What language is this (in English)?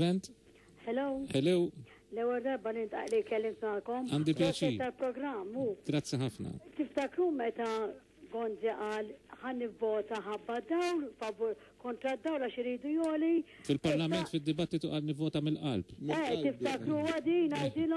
Maltese